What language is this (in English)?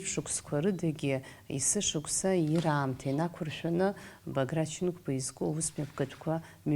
Abkhazian